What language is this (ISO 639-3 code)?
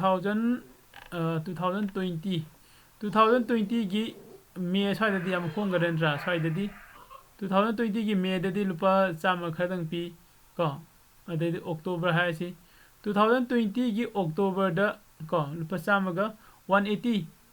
mni